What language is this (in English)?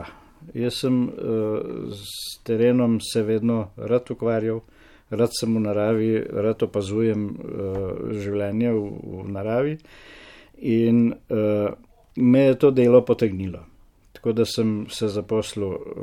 Slovenian